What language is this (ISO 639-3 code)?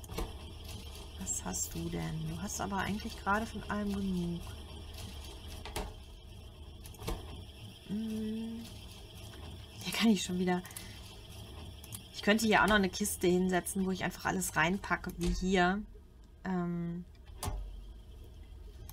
deu